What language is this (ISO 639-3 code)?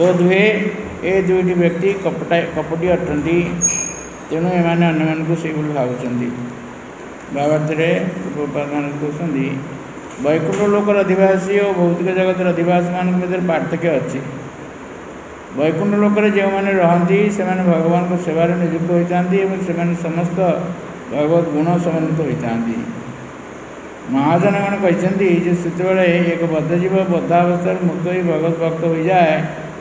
ori